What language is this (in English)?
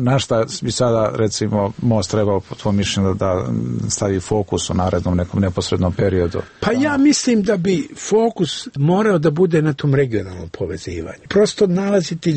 Serbian